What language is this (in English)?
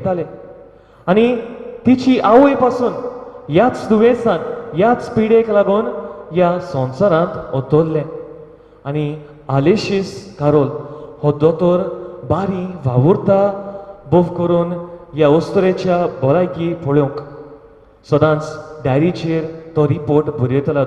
Konkani